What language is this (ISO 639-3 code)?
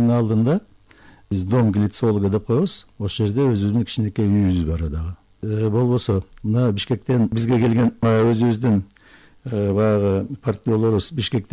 kir